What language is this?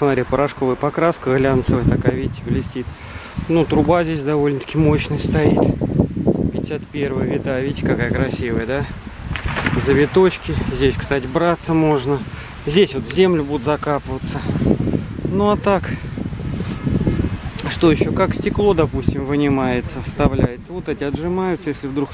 Russian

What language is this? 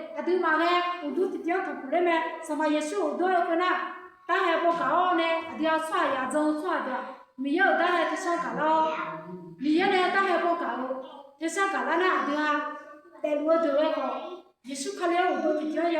Akha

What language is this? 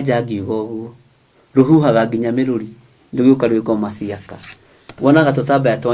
Kikuyu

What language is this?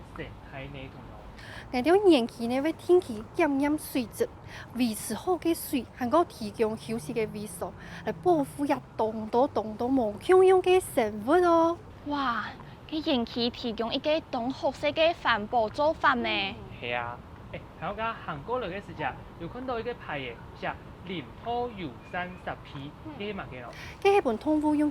Hakka Chinese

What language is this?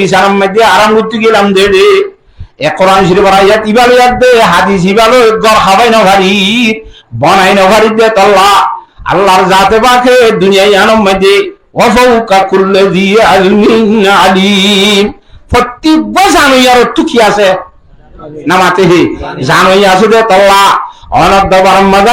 Rohingya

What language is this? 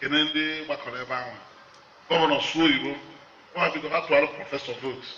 Igbo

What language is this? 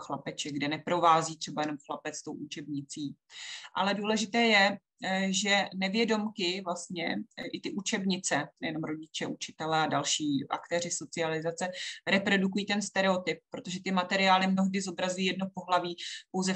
Czech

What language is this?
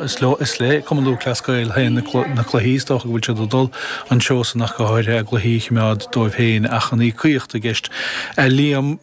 Irish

